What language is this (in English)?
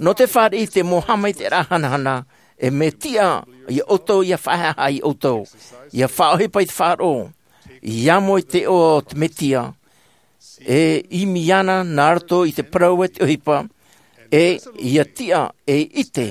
Tahitian